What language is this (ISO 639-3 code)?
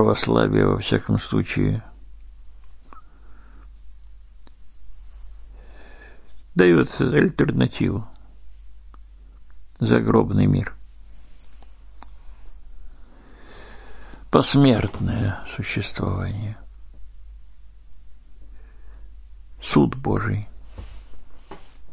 rus